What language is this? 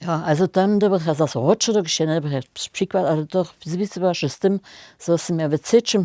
Upper Sorbian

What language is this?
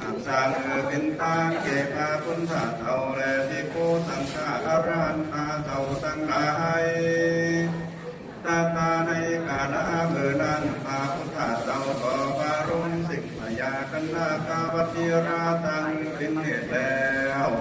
Lü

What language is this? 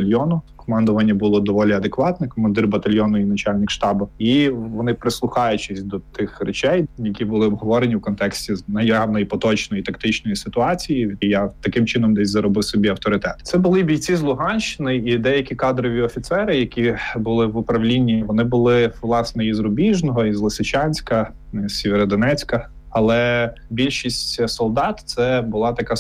Ukrainian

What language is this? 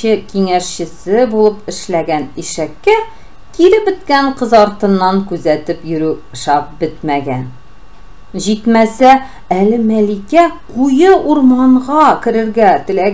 Tatar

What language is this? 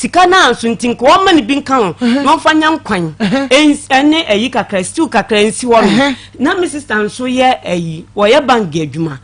Akan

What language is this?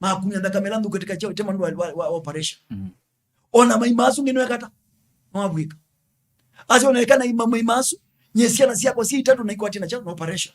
Kamba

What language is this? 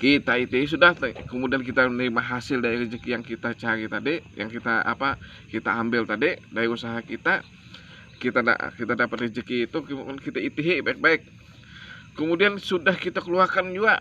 Banjar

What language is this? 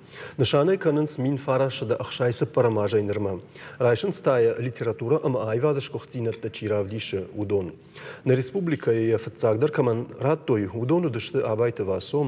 Ossetic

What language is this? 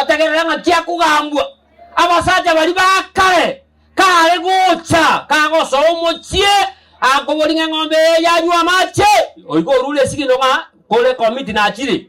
Gusii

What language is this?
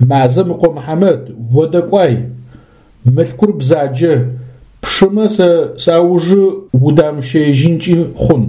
Adyghe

